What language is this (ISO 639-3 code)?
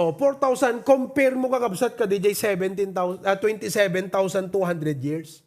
ilo